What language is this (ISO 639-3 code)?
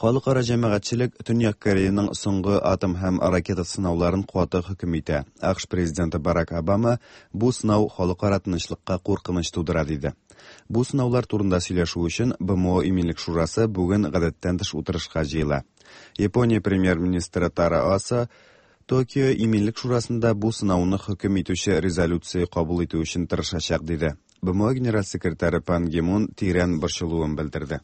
tat